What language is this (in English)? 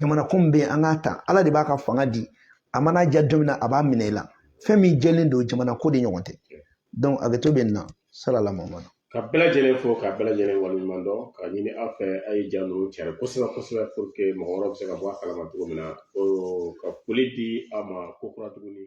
Bambara